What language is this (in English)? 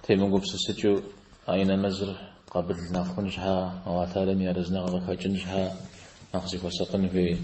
Kabardian